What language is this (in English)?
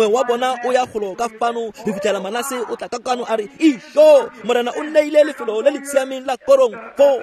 Tswana